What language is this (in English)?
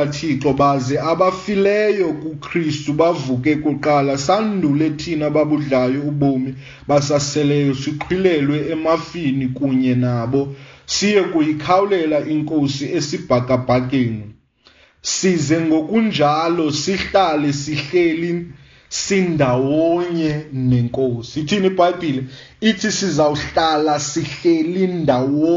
Xhosa